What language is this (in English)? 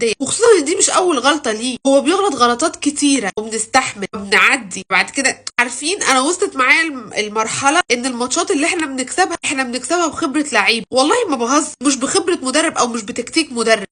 Egyptian Arabic